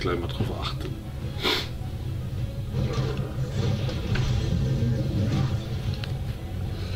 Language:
German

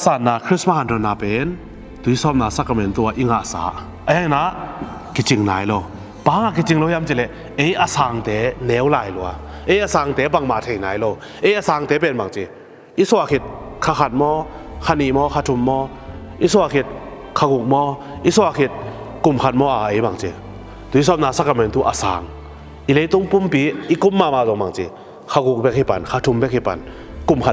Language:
Tedim Chin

